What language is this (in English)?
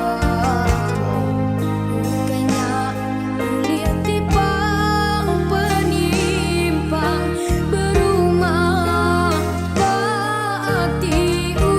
Iban